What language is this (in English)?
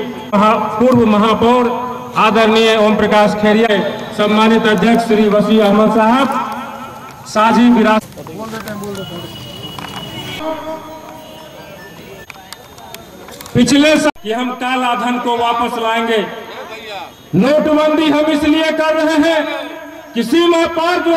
Hindi